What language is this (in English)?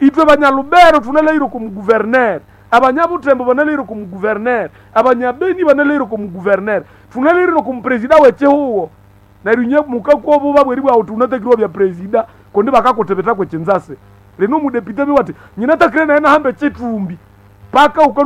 Nande